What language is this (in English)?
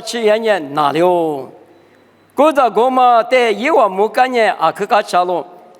Lisu